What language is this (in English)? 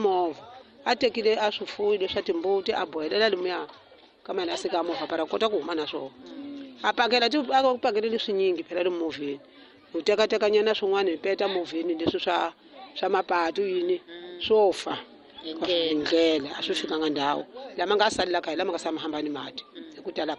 Tsonga